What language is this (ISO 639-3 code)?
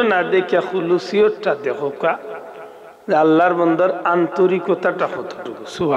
syl